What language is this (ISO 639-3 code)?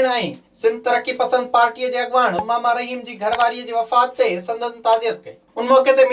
snd